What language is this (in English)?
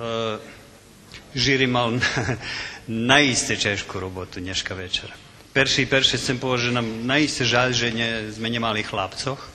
Rusyn